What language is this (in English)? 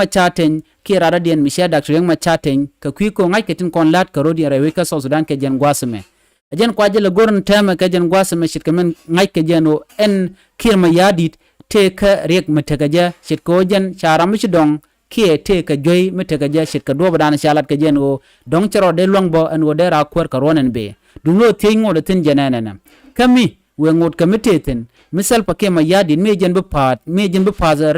Nuer